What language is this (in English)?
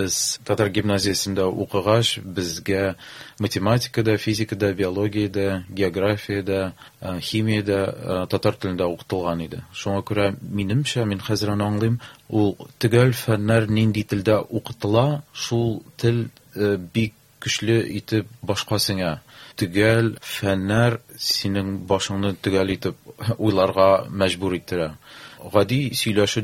Tatar